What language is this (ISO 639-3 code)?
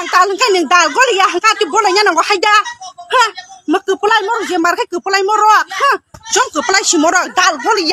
trp